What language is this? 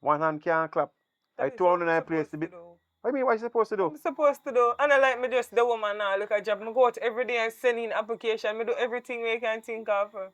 Jamaican Creole English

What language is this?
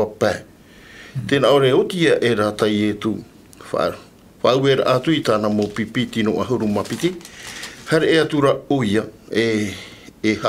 Tahitian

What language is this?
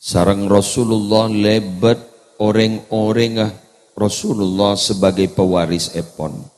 Madurese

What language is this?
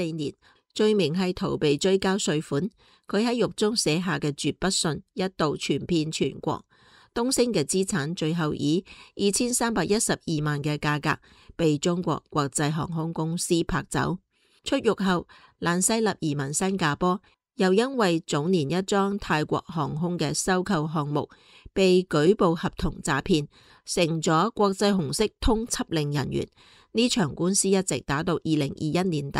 Cantonese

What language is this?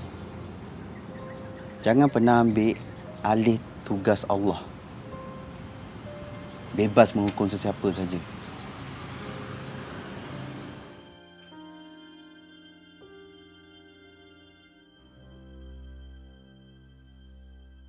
Malay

